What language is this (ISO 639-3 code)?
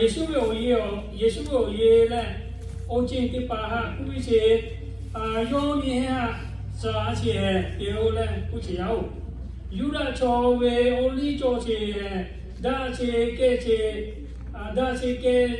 lhu